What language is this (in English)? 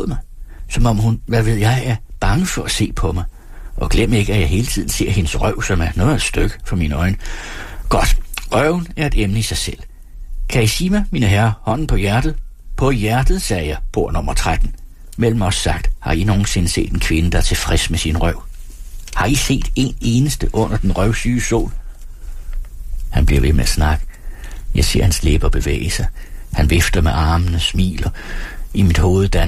Danish